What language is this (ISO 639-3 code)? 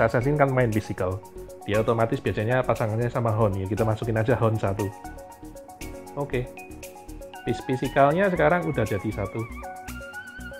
ind